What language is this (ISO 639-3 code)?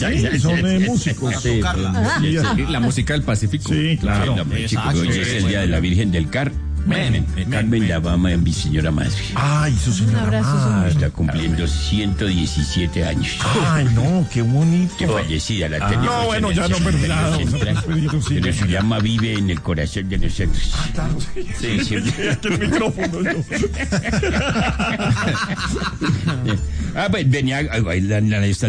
spa